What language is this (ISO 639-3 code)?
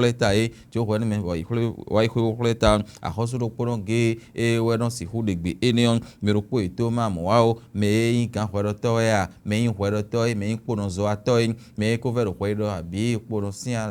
fon